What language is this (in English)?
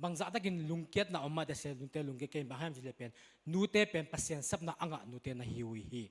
Tedim Chin